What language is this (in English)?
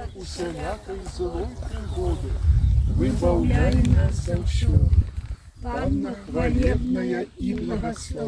Belarusian